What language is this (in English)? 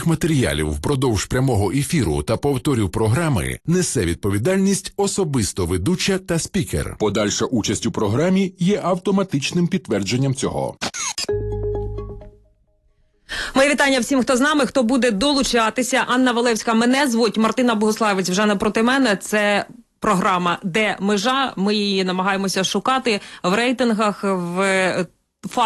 Ukrainian